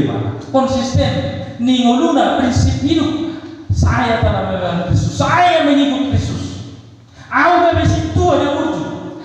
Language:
Batak Toba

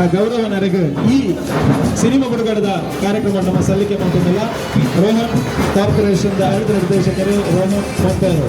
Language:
Tulu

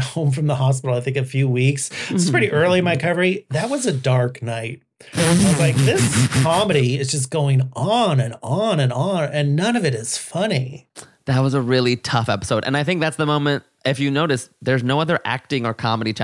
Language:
English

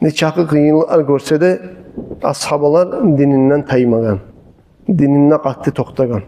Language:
Kumyk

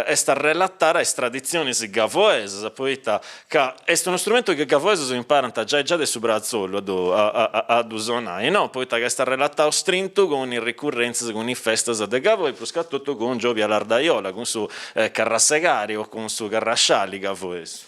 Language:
Sardinian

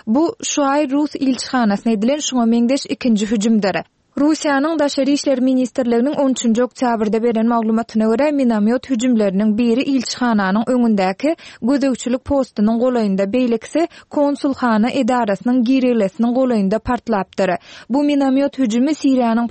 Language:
Turkmen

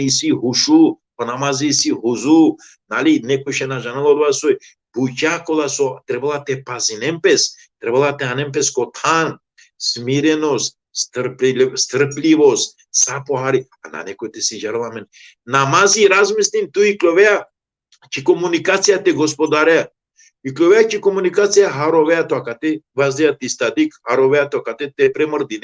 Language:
Balkan Romani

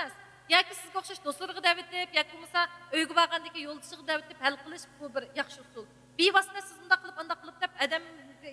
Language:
Uyghur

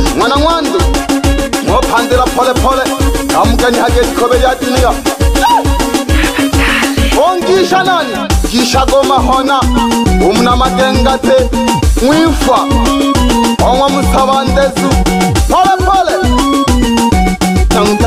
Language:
Swahili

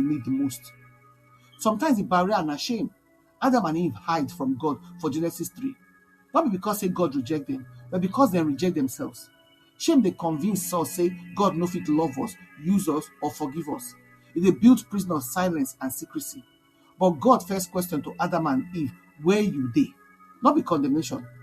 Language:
Nigerian Pidgin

